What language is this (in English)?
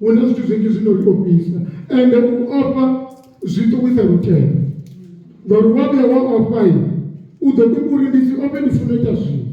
Venda